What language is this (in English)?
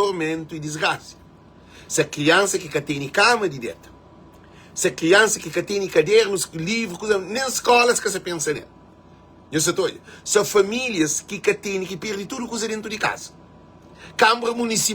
Kabuverdianu